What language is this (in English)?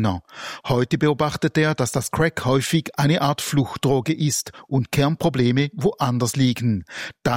German